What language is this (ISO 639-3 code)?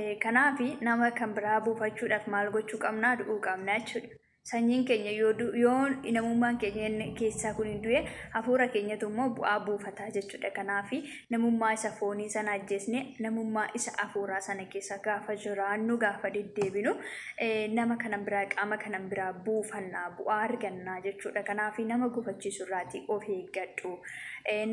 orm